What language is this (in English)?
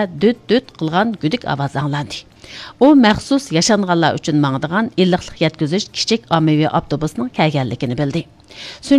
Uyghur